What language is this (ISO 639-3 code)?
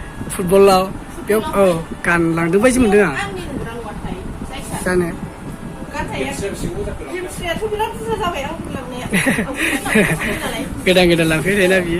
brx